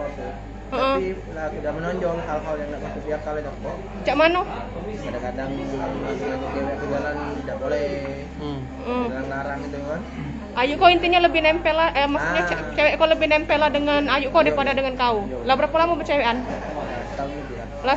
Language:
Musi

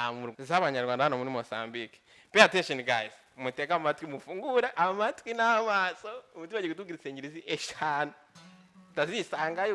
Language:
Kinyarwanda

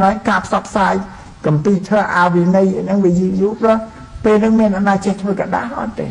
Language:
Khmer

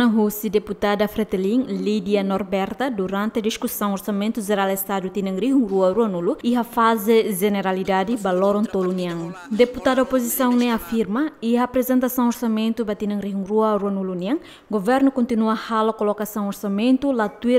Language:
Tetum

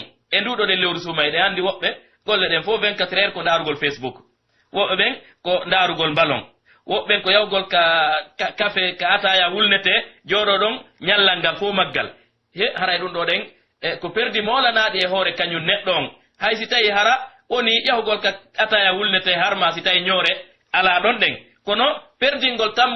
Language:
Pular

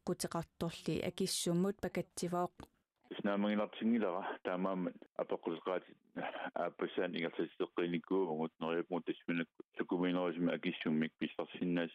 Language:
Kalaallisut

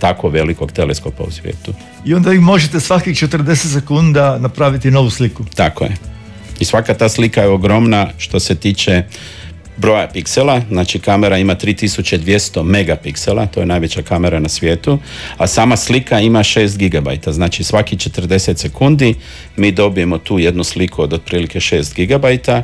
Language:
Croatian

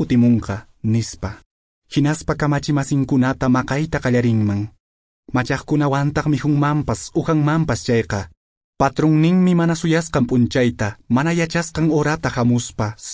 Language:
Quechua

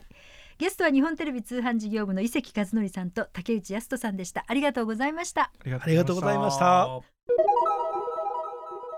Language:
Japanese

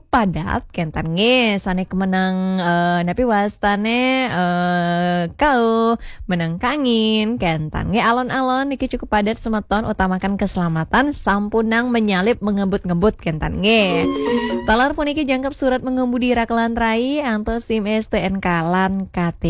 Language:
Balinese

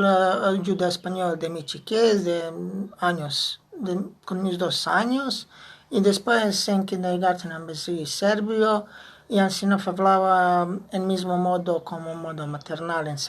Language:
Ladino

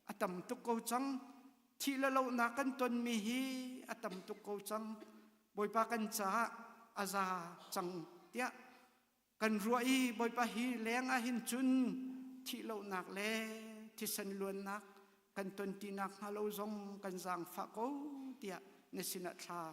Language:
Hakha Chin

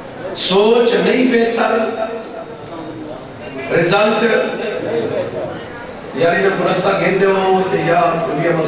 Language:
Urdu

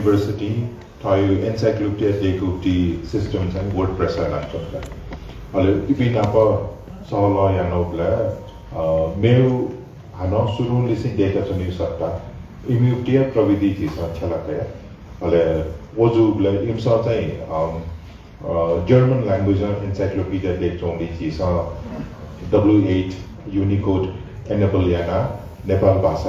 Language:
Newari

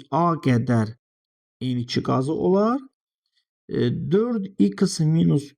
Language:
Azerbaijani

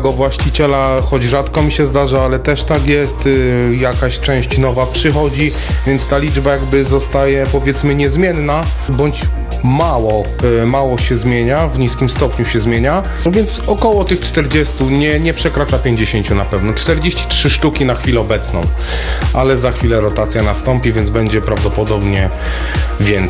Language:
Polish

